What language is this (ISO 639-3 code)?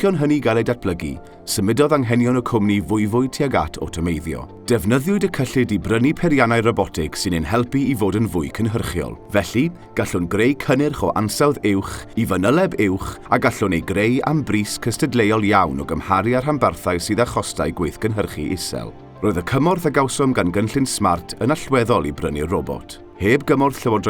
cym